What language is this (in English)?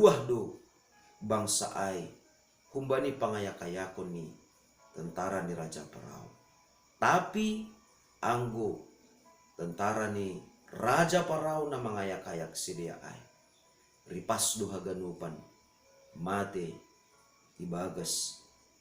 Batak Simalungun